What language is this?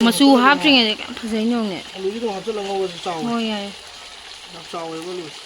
Manipuri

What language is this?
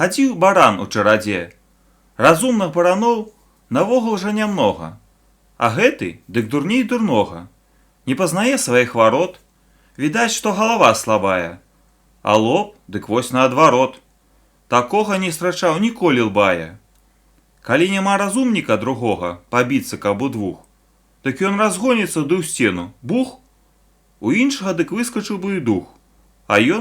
Belarusian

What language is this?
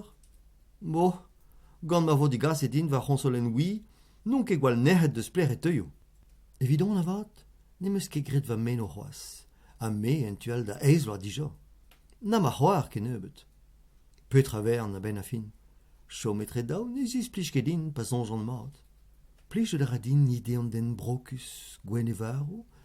Breton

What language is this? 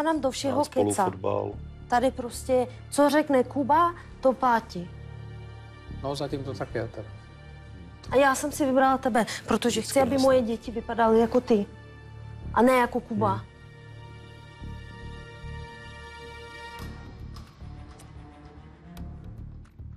Czech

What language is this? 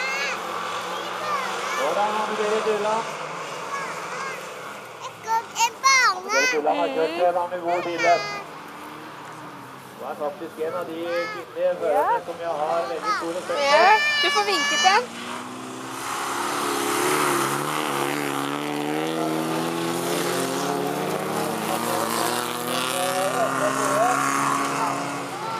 Norwegian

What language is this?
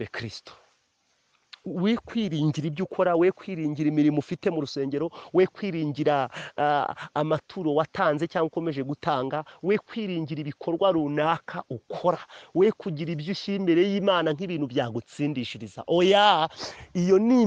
Kinyarwanda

